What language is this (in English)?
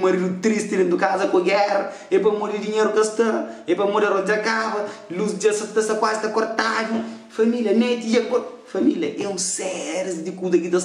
Kabuverdianu